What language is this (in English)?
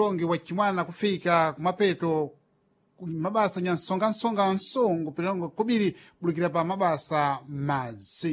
Sena